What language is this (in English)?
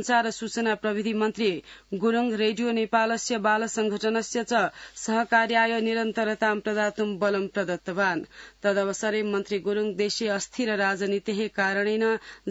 Sanskrit